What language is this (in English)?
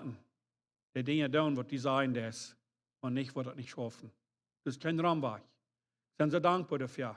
Plautdietsch